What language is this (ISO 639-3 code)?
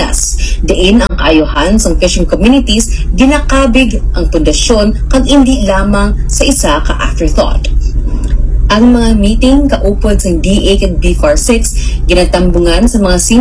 hil